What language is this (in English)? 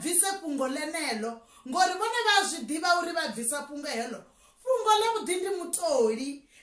Venda